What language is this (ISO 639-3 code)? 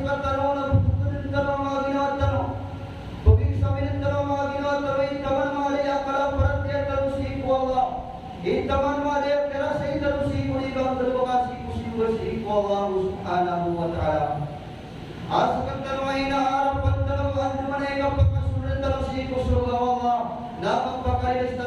mrw